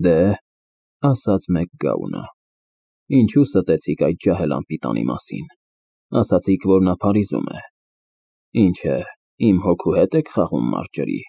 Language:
Armenian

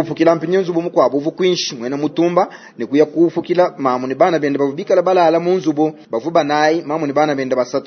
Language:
Luba-Lulua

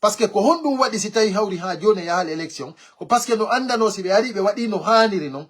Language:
Fula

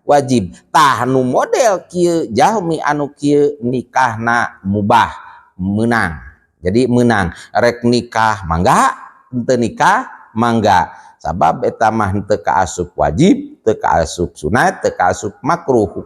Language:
Sundanese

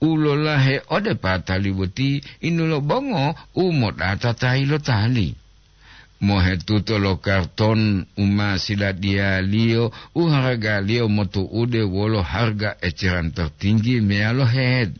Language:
Gorontalo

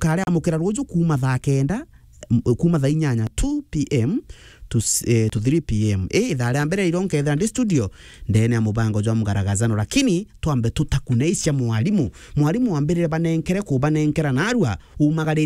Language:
Meru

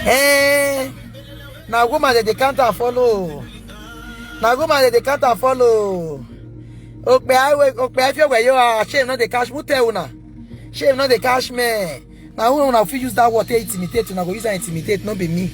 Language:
Nigerian Pidgin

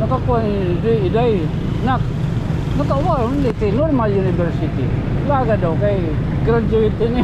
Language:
Waray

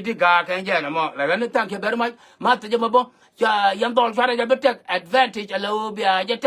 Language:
Nuer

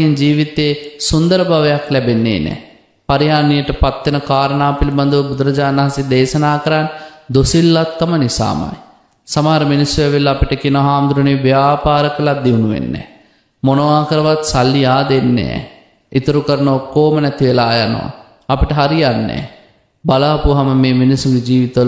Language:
Sinhala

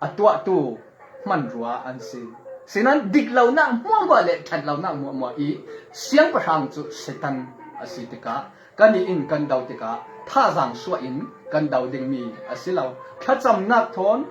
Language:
Falam Chin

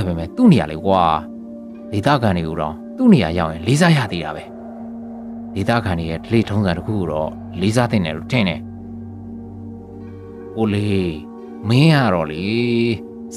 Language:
Burmese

